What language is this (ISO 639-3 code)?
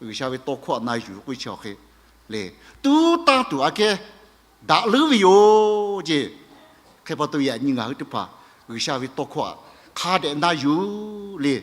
lhu